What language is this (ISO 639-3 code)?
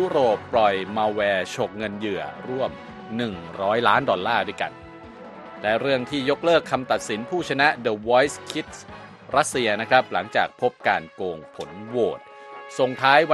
tha